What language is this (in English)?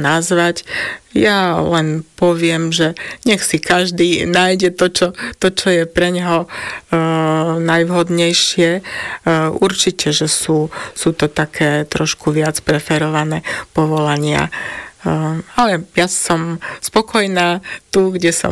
Slovak